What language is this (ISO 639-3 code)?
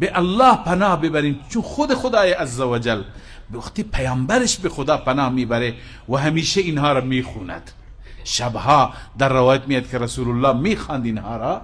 fas